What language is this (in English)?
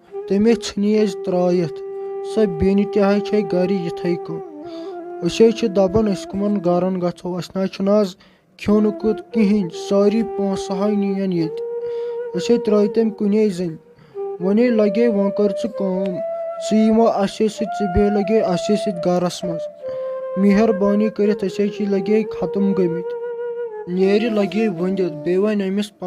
Kashmiri